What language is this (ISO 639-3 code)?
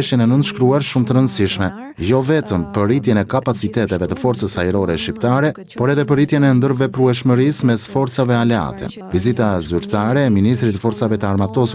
sqi